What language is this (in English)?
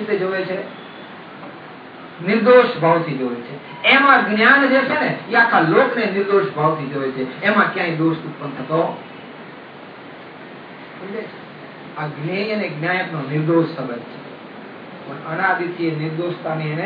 Gujarati